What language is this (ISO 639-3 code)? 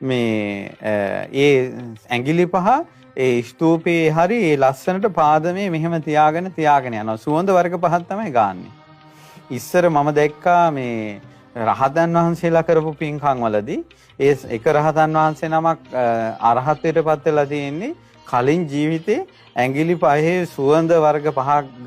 sin